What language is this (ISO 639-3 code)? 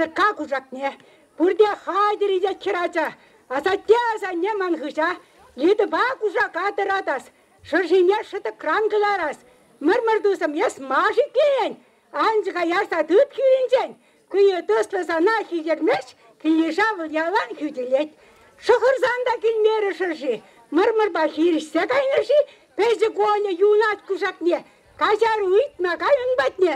chv